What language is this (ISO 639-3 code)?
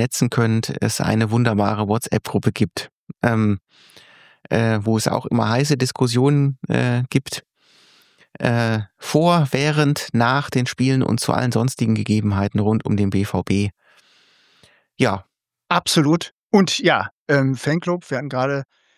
deu